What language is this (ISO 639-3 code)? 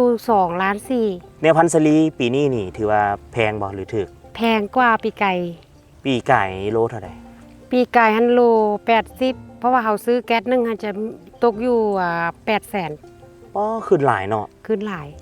lao